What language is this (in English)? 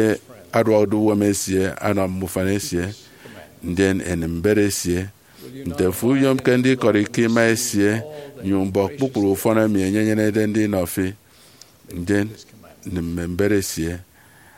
Efik